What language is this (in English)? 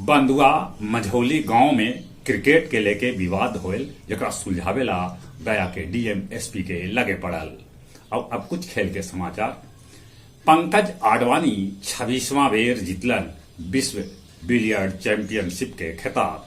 Magahi